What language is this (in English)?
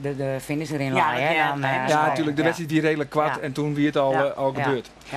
Western Frisian